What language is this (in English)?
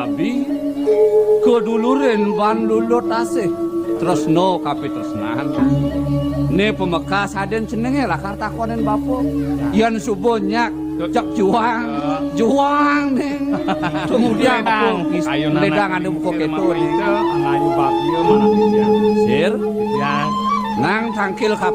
Balinese